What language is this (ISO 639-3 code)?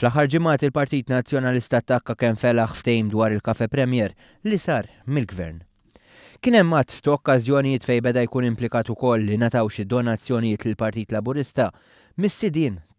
mlt